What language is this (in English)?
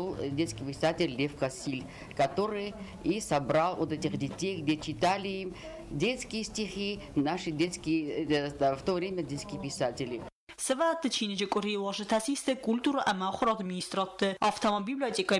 Ossetic